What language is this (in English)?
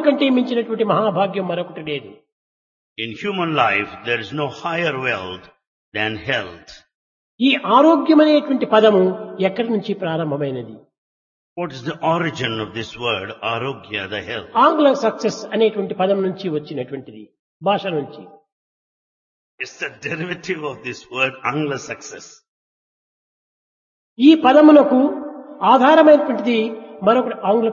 Telugu